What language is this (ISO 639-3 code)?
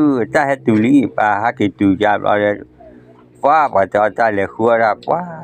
ksw